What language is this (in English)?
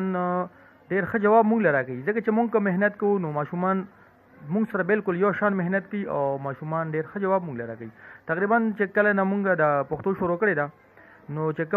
Pashto